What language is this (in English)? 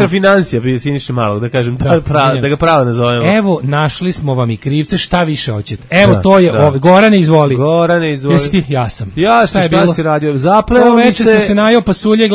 Serbian